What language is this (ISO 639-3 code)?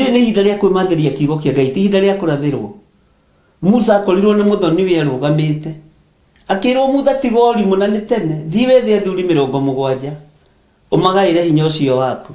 kik